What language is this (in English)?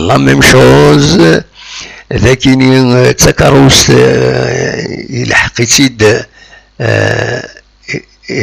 Kabyle